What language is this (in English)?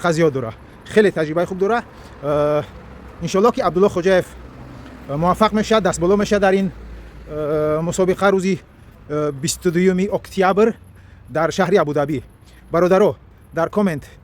Tajik